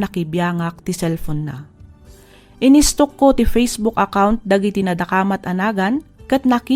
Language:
Iloko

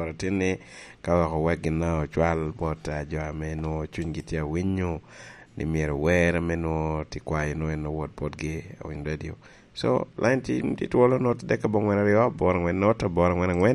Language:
Lango (Uganda)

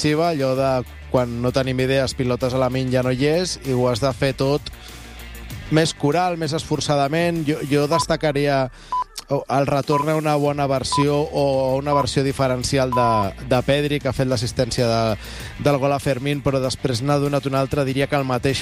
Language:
Catalan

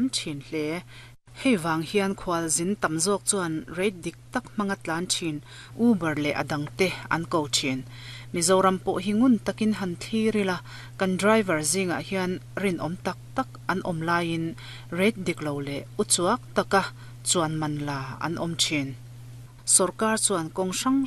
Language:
Mizo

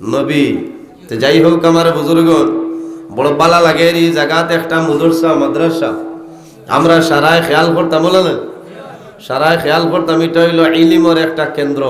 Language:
Sylheti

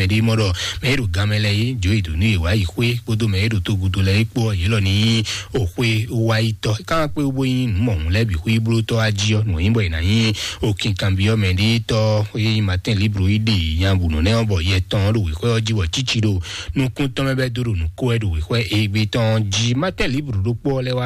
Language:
Fon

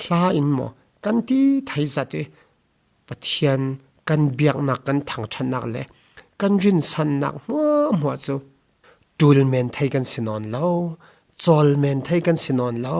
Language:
Falam Chin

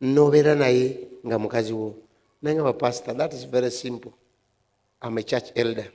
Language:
Ganda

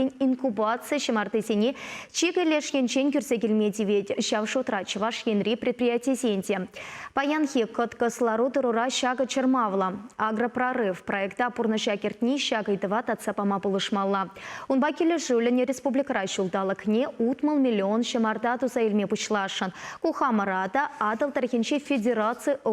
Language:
Chuvash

